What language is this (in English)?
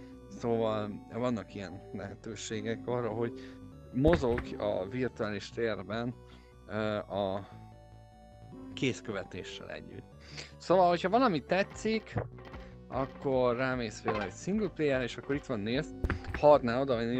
Hungarian